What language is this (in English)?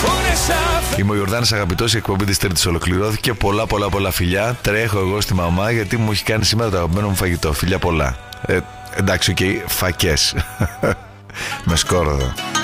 Greek